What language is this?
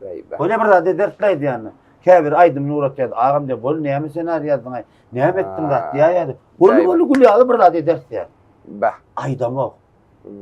Turkmen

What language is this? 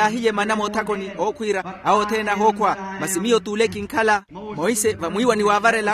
Makhuwa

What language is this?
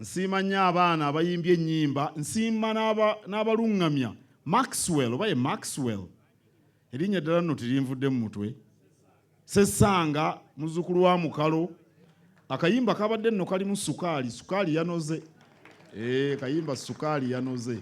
Ganda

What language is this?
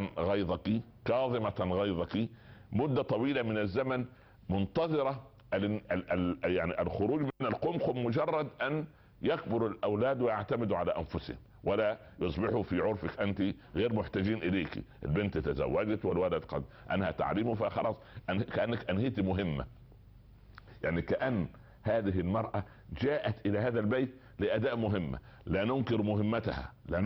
Arabic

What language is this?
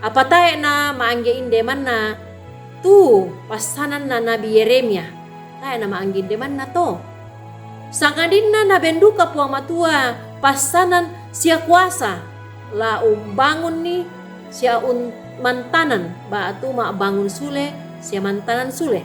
Toraja-Sa'dan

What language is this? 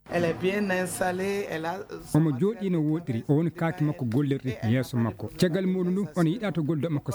Fula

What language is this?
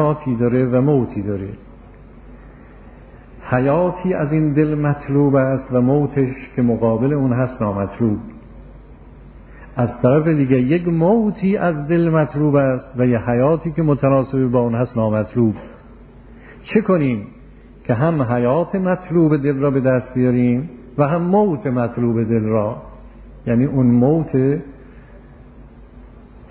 Persian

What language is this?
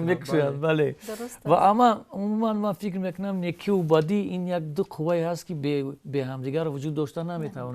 Tajik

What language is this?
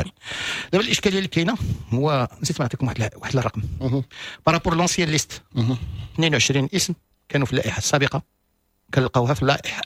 Moroccan Arabic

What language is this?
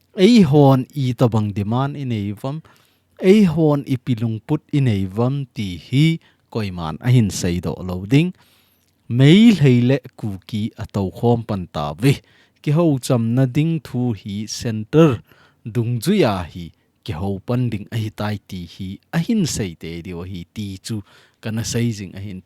Thado Chin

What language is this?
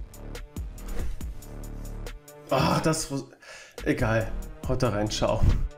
German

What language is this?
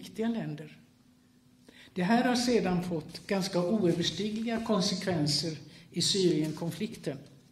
Swedish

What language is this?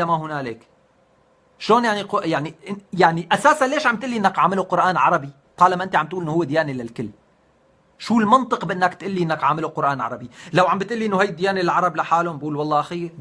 North Levantine Arabic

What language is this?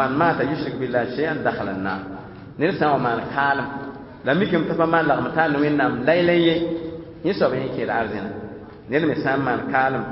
Mossi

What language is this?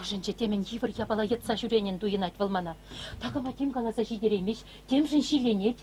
Chuvash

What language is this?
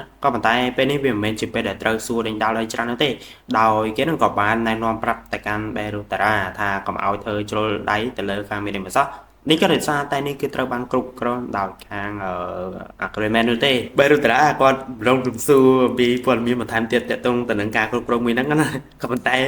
Khmer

